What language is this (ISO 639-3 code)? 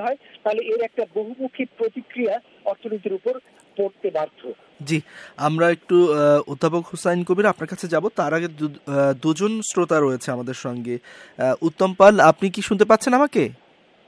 ben